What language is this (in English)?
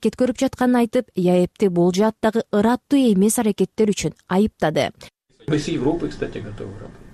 Kyrgyz